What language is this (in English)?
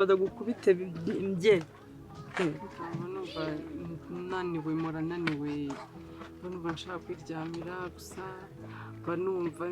Kinyarwanda